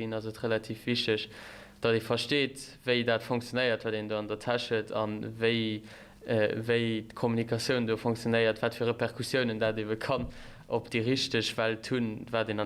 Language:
Luxembourgish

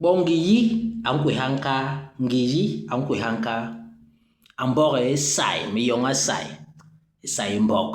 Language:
Basaa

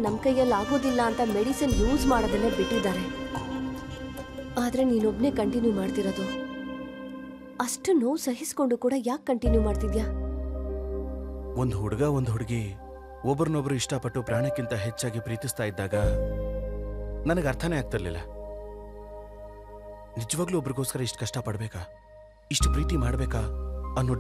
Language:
Kannada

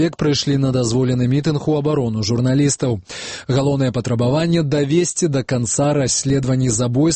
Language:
Belarusian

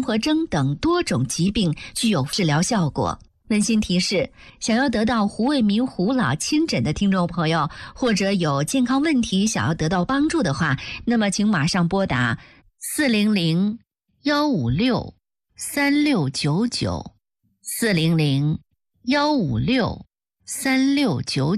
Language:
Chinese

